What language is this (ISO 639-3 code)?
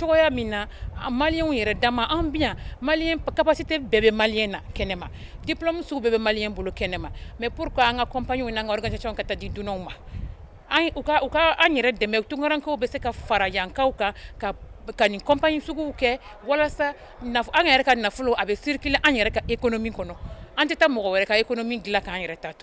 bam